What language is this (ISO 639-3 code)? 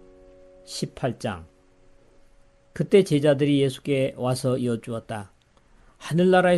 kor